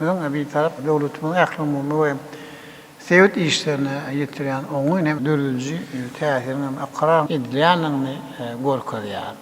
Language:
Turkmen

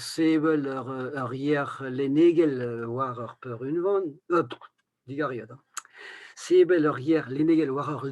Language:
Breton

